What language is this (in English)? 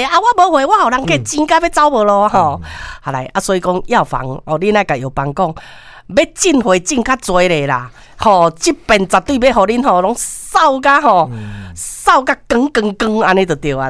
Min Nan Chinese